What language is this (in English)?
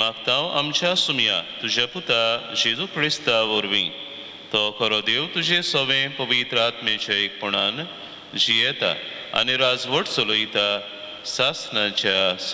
Konkani